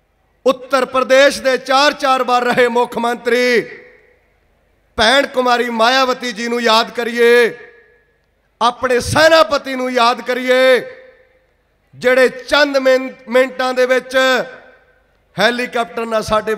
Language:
Punjabi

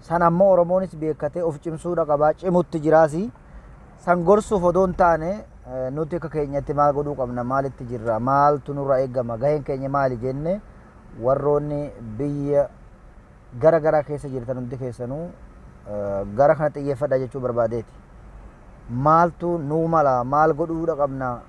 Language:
Oromo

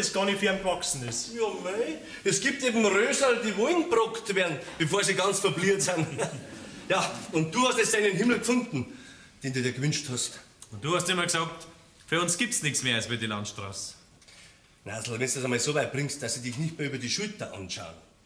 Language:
Bavarian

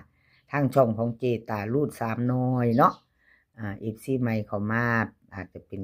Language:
Northeastern Thai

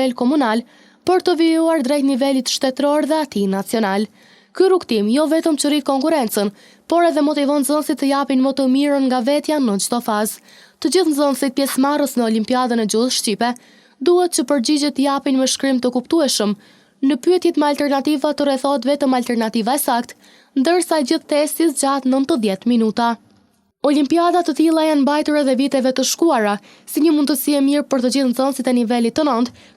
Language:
Albanian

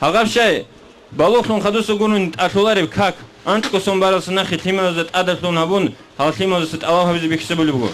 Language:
Avaric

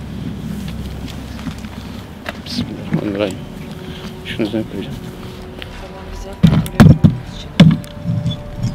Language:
Turkish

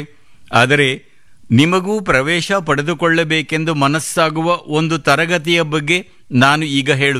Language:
Kannada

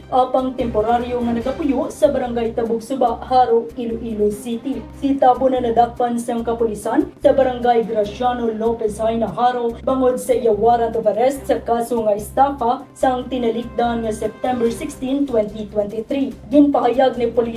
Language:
Hiligaynon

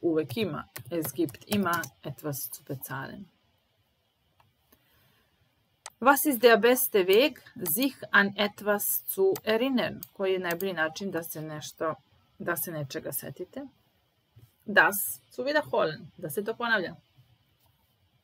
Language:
Serbian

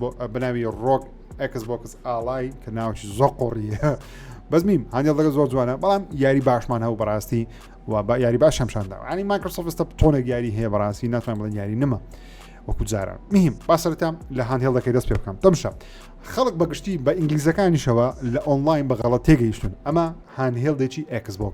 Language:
Central Kurdish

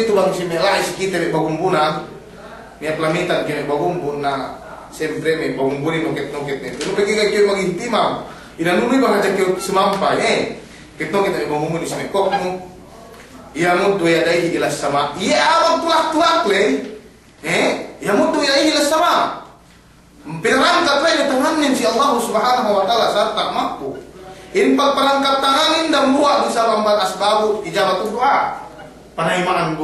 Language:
Yakan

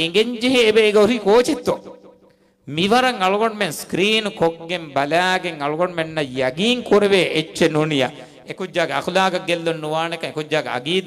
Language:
Divehi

